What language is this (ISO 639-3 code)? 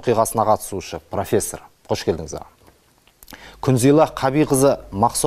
kaz